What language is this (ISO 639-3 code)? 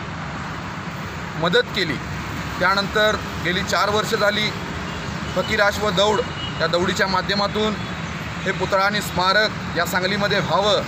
mar